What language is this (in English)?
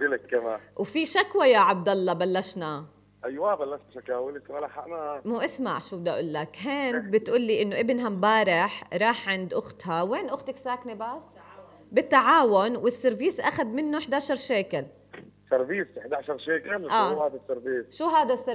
North Levantine Arabic